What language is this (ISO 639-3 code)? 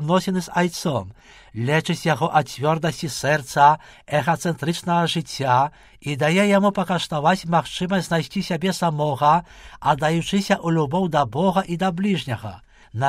bel